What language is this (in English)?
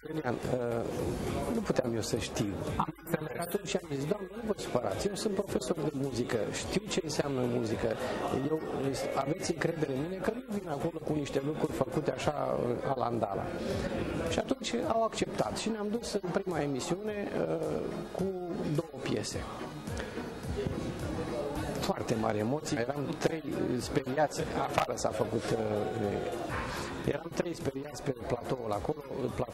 Romanian